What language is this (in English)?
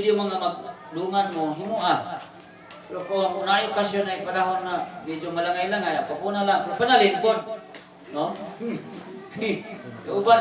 Cebuano